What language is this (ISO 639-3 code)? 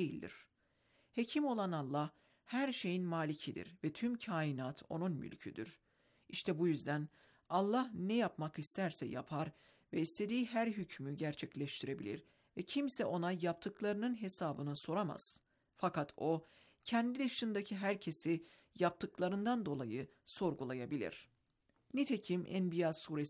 tur